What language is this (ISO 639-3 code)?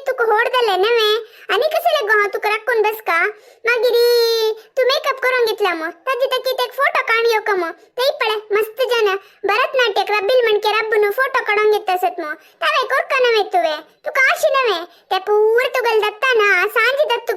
kok